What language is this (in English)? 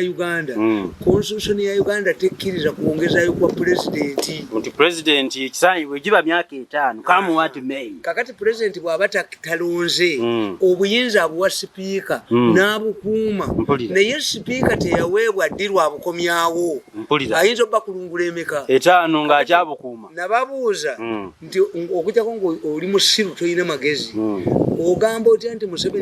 Ganda